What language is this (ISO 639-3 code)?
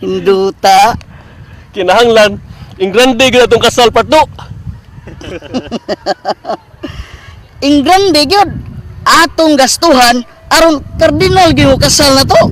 ceb